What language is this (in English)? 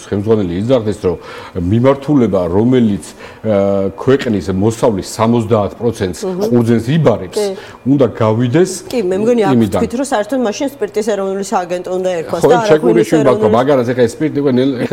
Georgian